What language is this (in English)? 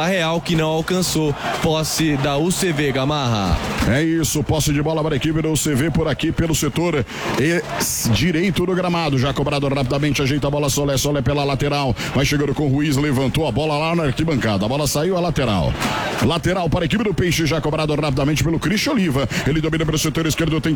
Portuguese